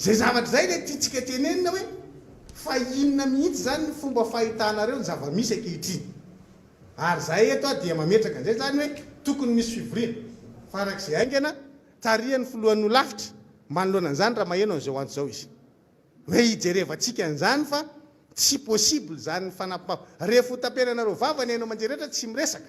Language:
Malagasy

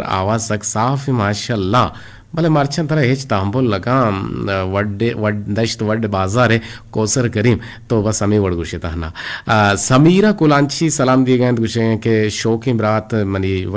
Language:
Eastern Balochi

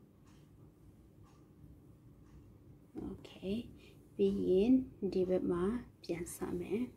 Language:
Burmese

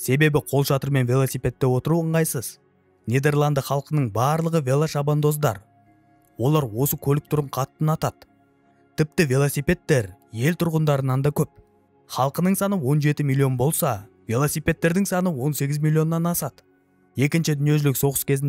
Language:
Kazakh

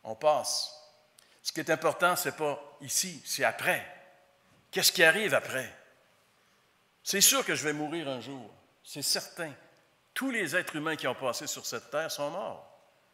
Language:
French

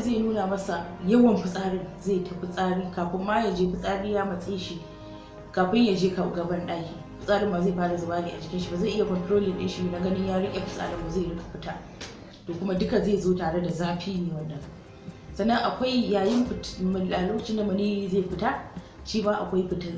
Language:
Hausa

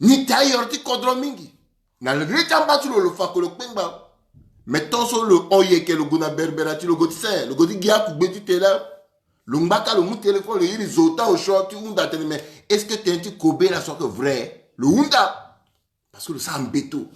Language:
Sango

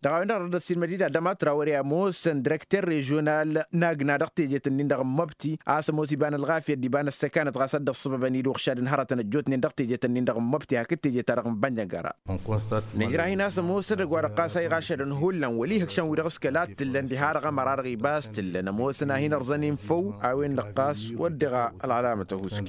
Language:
Tamasheq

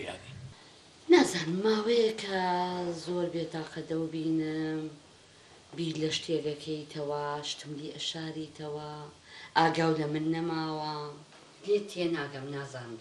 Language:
Central Kurdish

